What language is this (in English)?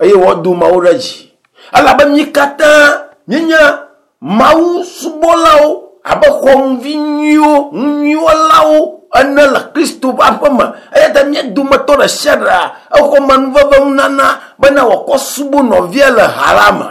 Ewe